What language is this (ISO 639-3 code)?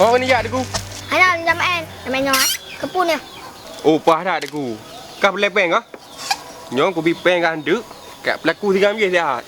ace